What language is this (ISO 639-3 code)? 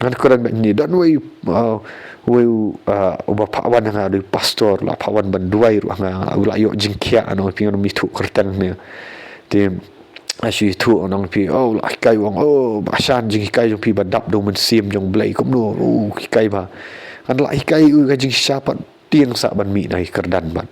kha